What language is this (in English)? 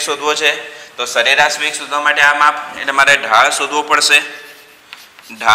Gujarati